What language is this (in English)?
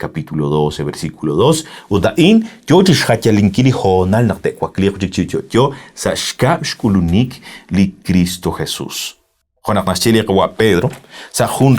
Kekchí